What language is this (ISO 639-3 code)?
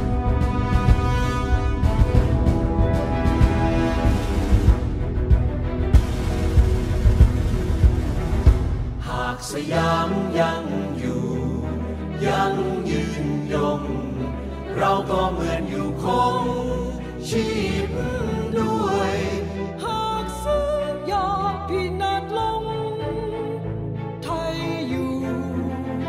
tha